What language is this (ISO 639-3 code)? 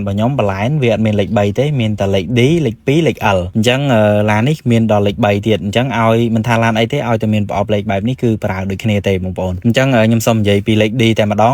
khm